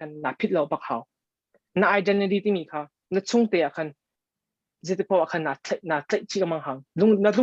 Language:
Hakha Chin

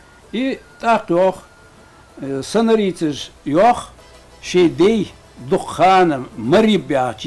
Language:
Ingush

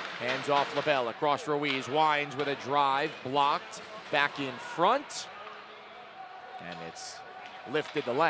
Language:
English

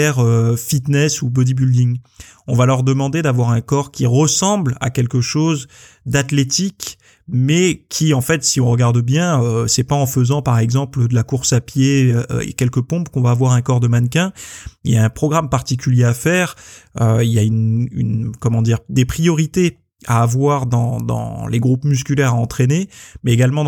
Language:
French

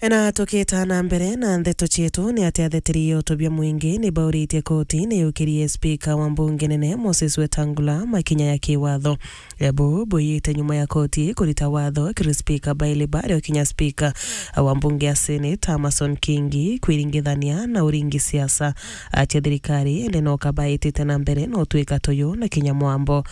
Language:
Meru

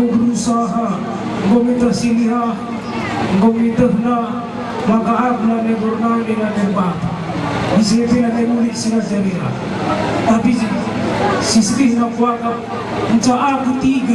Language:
Batak Karo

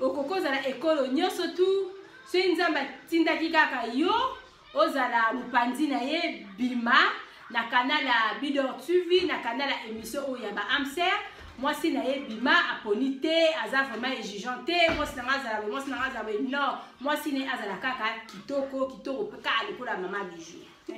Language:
Lingala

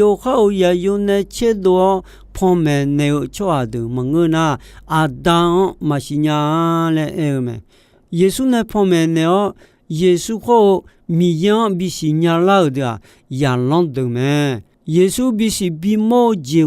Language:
Akha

